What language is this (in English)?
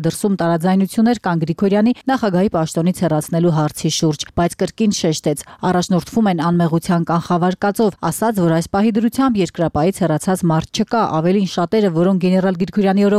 Armenian